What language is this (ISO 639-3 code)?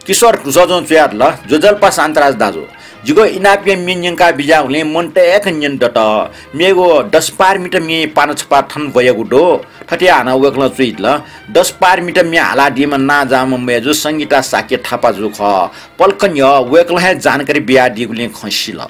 new